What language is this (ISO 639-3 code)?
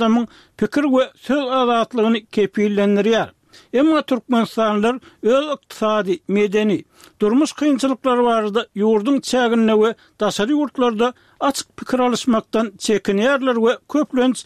tuk